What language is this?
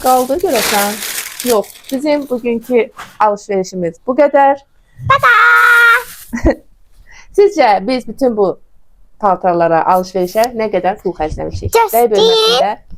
Azerbaijani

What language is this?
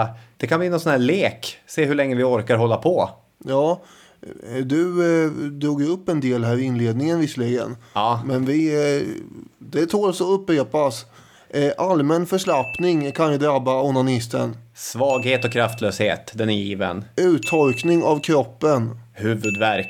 Swedish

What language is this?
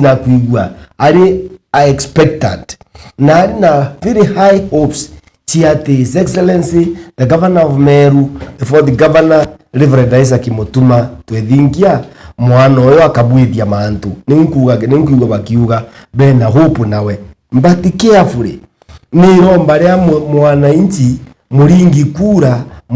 Meru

